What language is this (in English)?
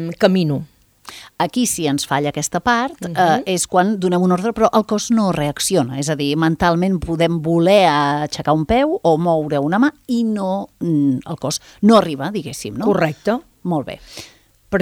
Catalan